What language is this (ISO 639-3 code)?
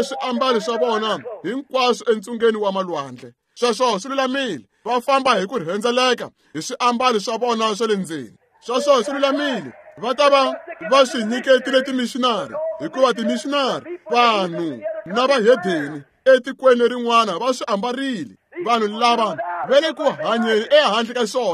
tso